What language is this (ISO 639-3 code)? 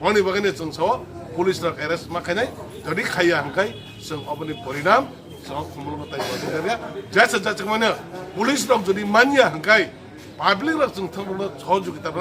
trp